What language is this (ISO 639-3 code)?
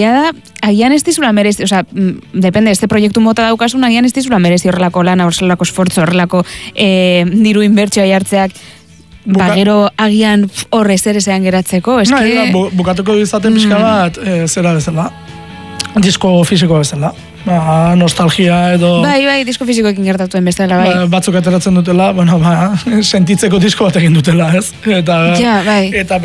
eus